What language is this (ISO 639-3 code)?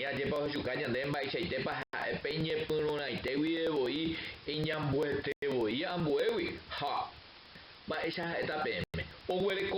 grn